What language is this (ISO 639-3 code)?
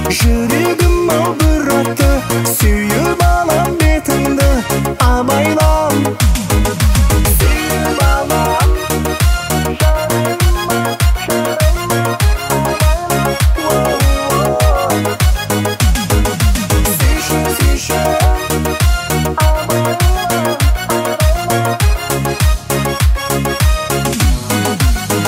kaz